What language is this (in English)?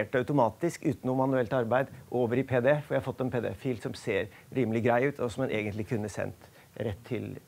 Norwegian